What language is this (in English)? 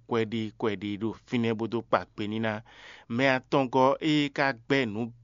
Fon